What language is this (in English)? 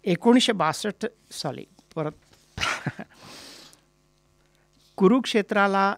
Marathi